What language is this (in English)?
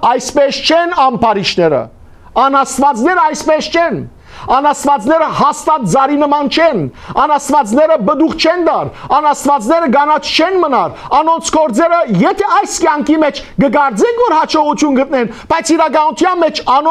Western Armenian